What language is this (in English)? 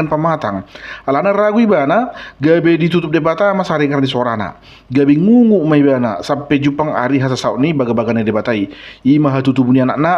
Batak Toba